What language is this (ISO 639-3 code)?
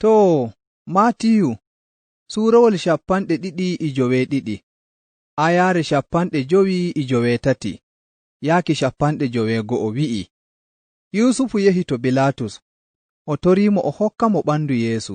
fuv